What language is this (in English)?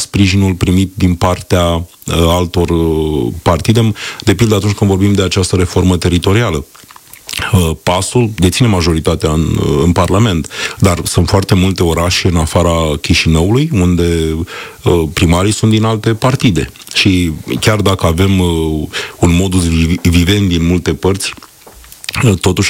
Romanian